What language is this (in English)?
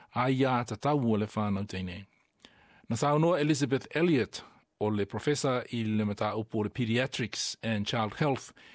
Samoan